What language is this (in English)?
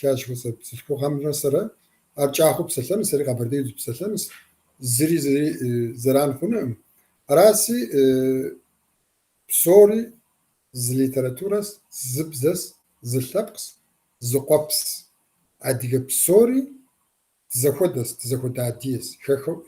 Kabardian